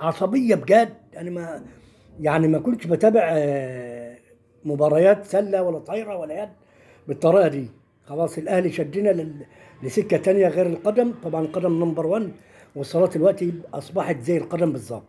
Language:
Egyptian Arabic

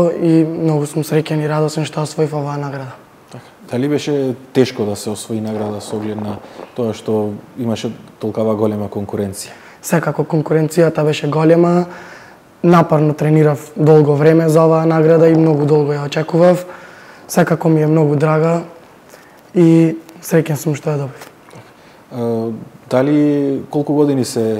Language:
Macedonian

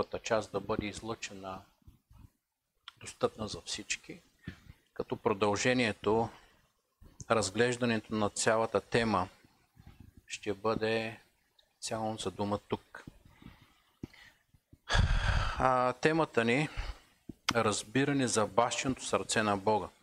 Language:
Bulgarian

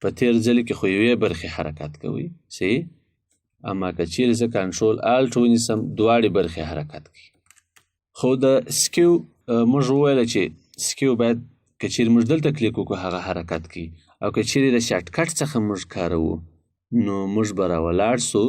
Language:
Pashto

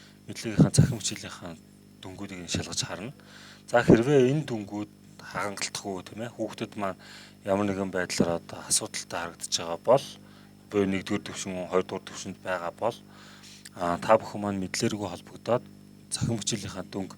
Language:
Mongolian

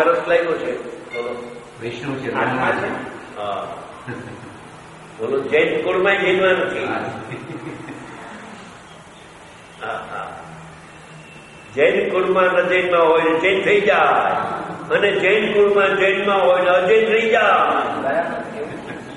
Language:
Gujarati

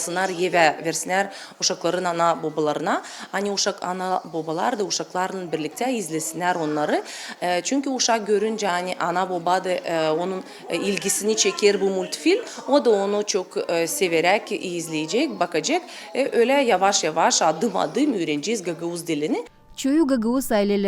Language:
Gagauz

